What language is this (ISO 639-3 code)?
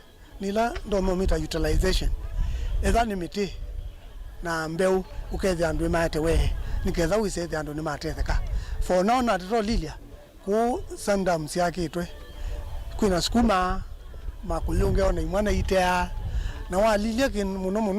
kam